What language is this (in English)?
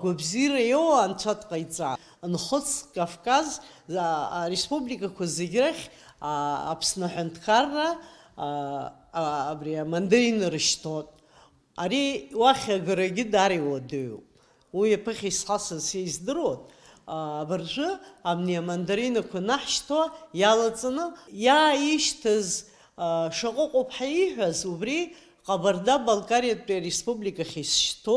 Abkhazian